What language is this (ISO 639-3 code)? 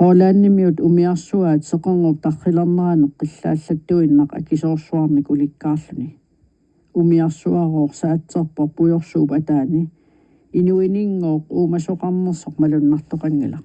kal